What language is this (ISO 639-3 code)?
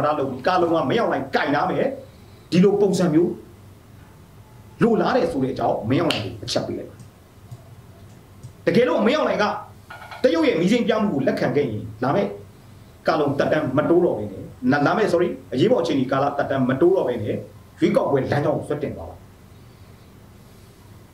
mya